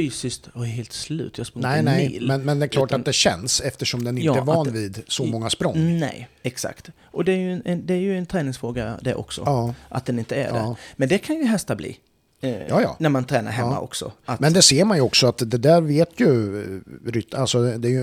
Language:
Swedish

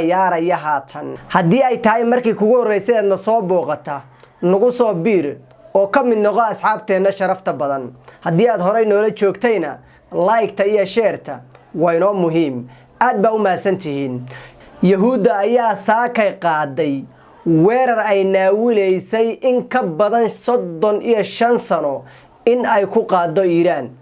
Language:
Somali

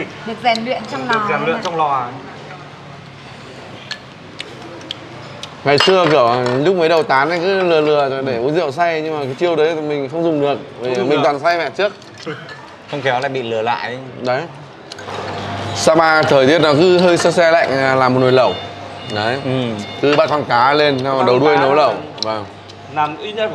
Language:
Vietnamese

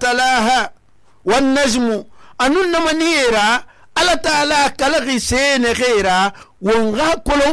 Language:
Susu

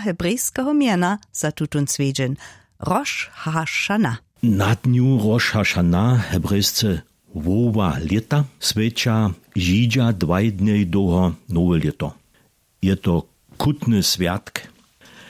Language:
Upper Sorbian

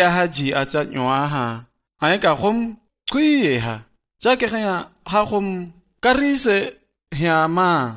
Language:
Shua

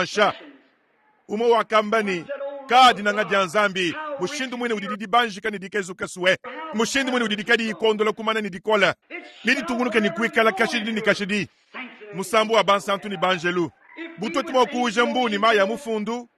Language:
Luba-Lulua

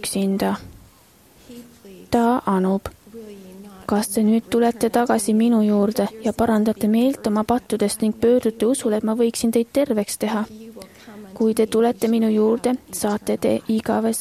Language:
Estonian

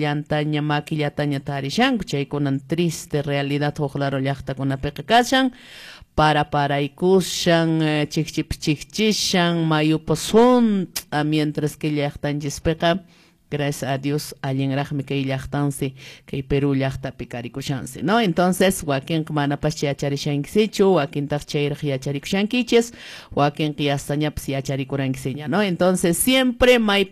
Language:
Quechua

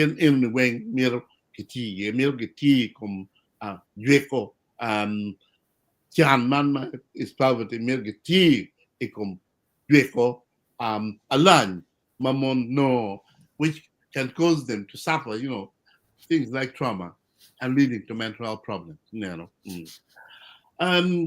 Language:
Acoli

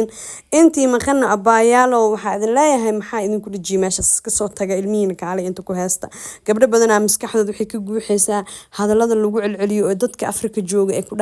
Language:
Somali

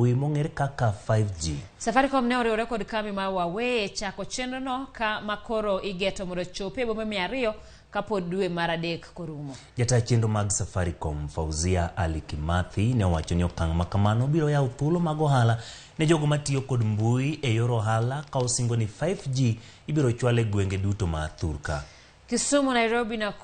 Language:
Luo (Kenya and Tanzania)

